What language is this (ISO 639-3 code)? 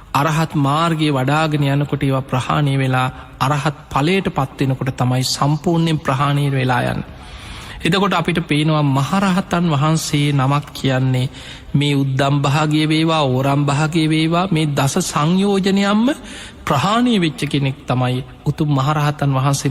sin